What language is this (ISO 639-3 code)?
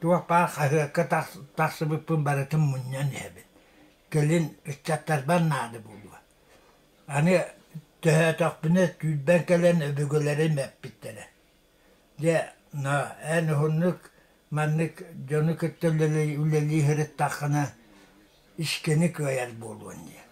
sah